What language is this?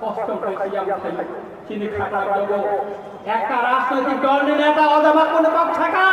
Kok Borok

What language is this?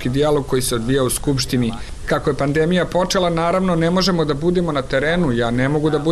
Serbian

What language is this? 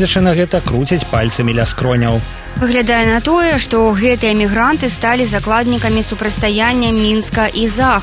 Belarusian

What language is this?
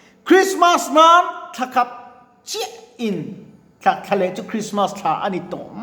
Mizo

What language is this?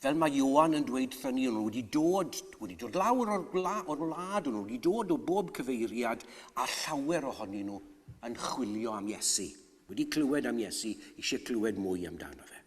Welsh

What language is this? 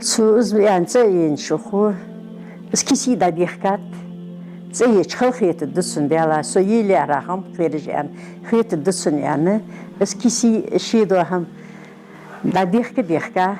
Ingush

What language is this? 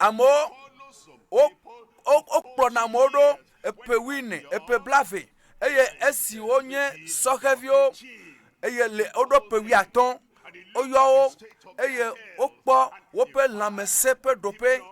Ewe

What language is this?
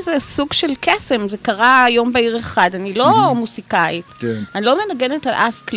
Hebrew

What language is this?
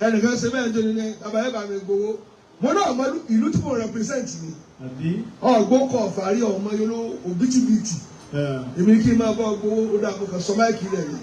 Yoruba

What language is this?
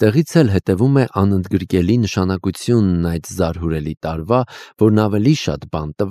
Armenian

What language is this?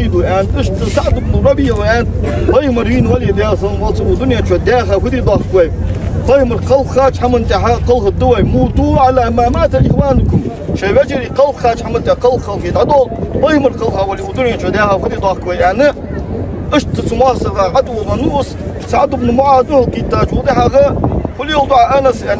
Ingush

